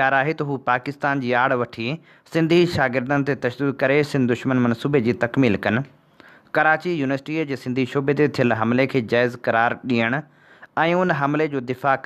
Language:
Sindhi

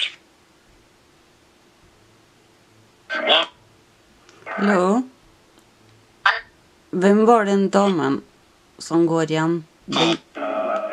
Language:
Norwegian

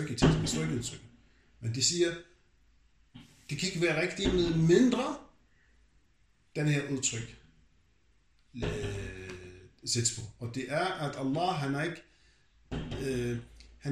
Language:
Danish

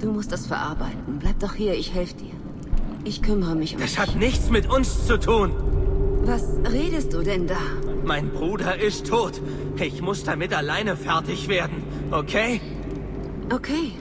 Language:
Bavarian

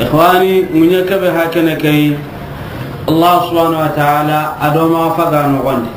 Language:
Soninke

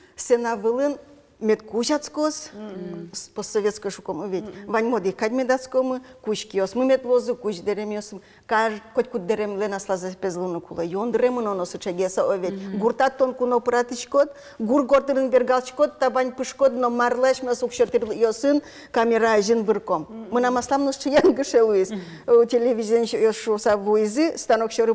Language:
Udmurt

